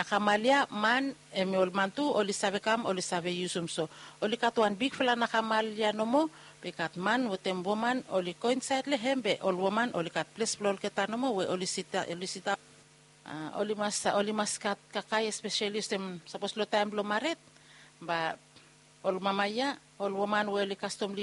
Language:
Bislama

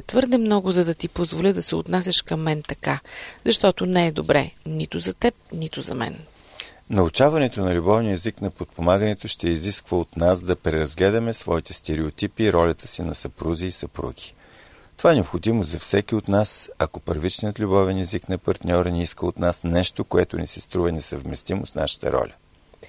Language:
Bulgarian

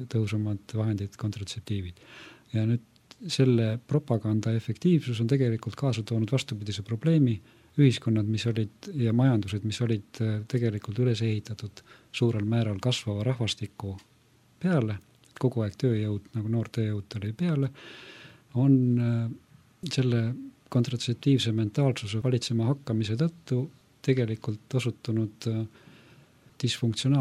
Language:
Estonian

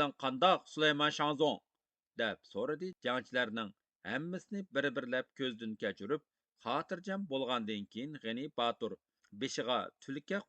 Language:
Uyghur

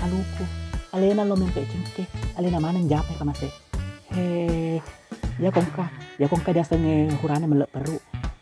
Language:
Buginese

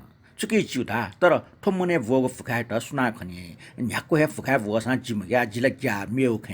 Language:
Newari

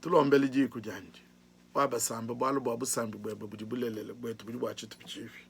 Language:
Luba-Lulua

